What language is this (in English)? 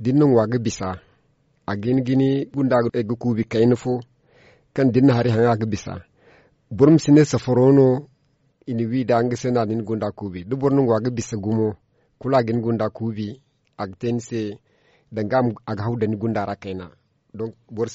Zarma